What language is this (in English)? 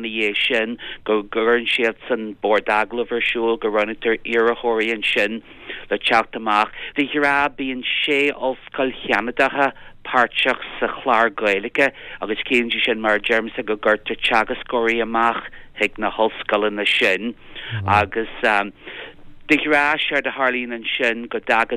Irish